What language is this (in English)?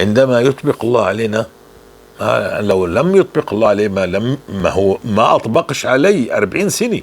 North Levantine Arabic